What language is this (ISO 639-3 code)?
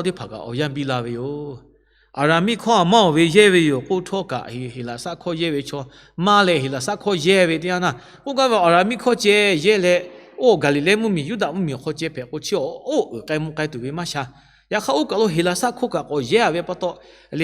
lhu